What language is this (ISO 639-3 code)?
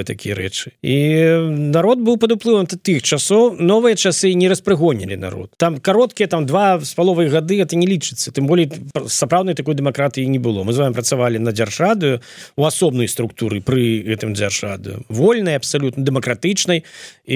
bel